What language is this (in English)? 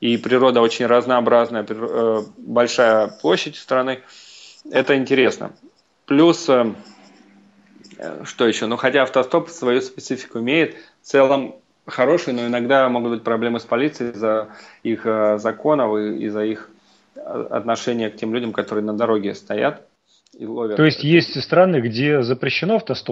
Russian